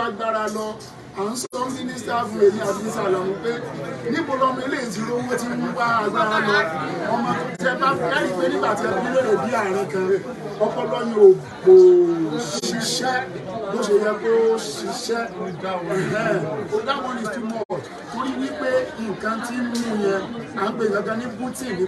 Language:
Yoruba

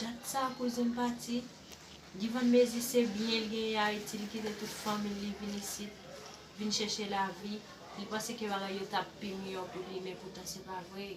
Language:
Haitian Creole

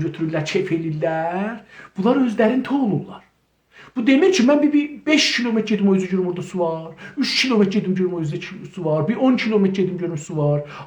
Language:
South Azerbaijani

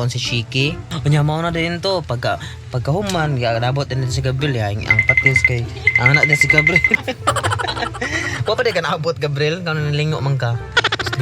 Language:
Cebuano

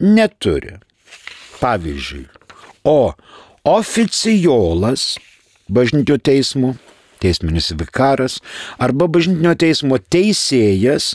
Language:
Lithuanian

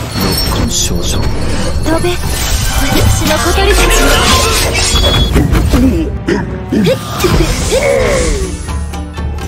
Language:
Japanese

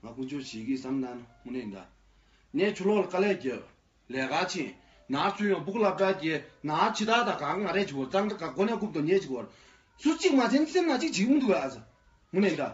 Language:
Tibetan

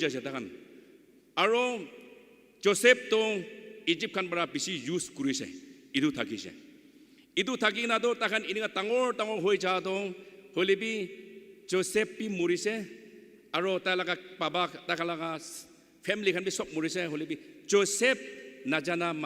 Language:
Naga Pidgin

